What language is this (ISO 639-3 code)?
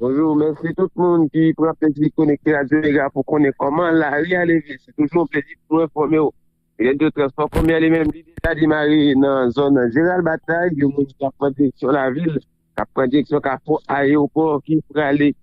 hat